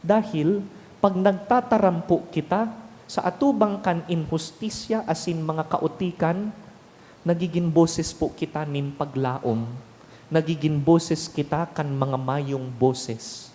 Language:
Bikol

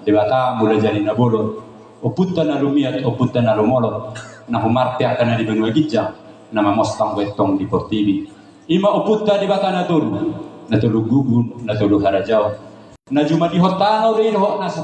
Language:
Batak Toba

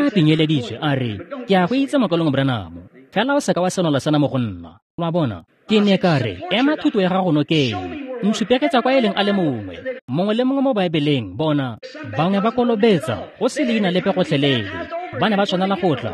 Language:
Tswana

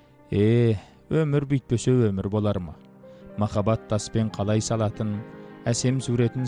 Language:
Kazakh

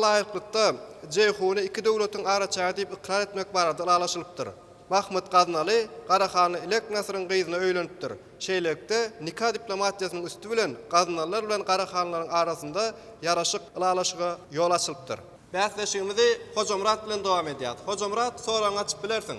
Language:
Turkmen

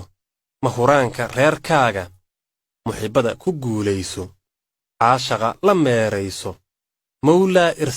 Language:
Somali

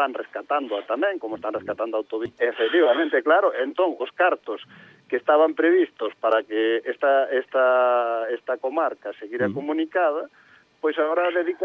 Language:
Galician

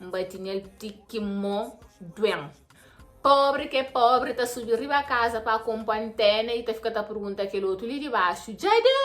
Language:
Kabuverdianu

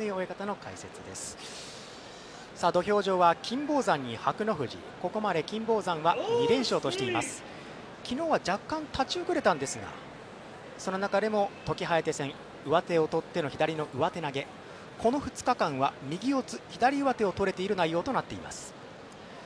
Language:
Japanese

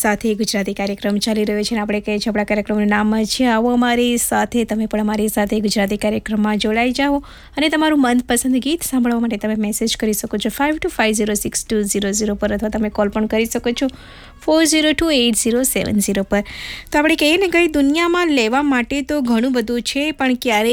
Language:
Gujarati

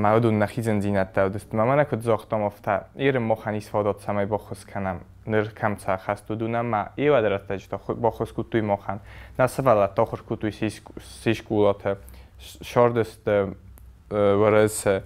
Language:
Ossetic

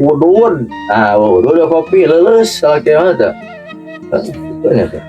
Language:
Sundanese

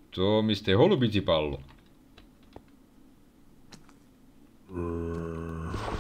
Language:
Slovak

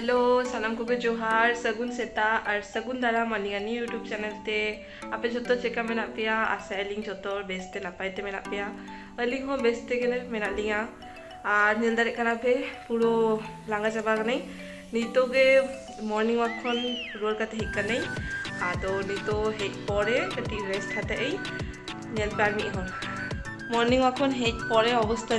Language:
Santali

